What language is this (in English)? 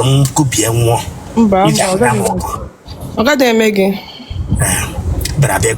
Igbo